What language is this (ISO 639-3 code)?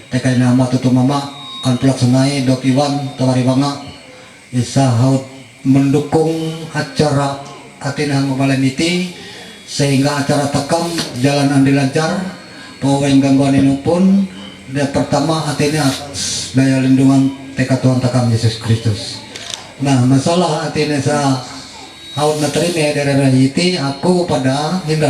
mhy